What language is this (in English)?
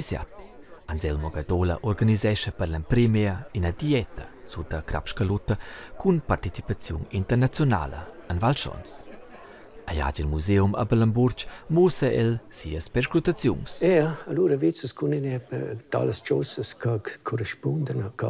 Romansh